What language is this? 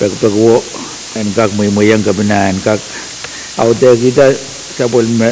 Pohnpeian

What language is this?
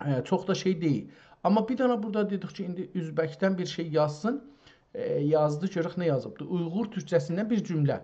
South Azerbaijani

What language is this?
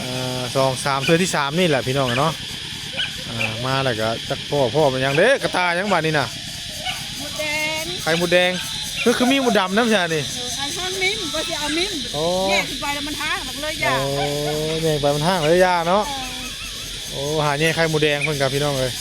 Northeastern Thai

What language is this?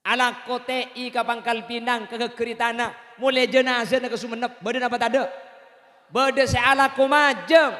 Madurese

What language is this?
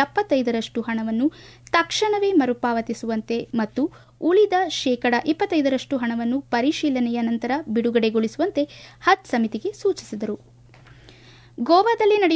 Kannada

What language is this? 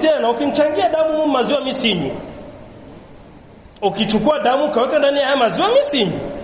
Swahili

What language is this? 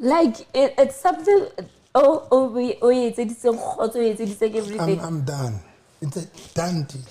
Southern Sotho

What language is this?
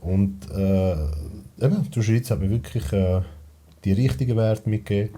Swiss German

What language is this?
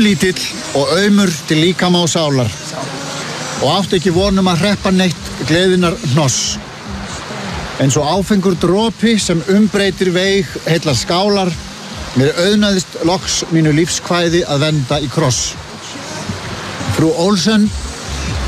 Icelandic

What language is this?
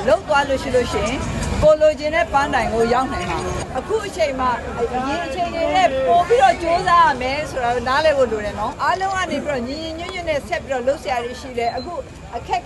Burmese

